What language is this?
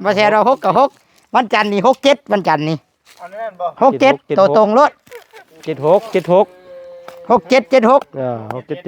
Northeastern Thai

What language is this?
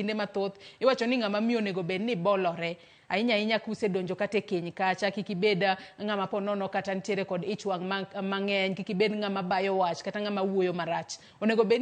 Luo (Kenya and Tanzania)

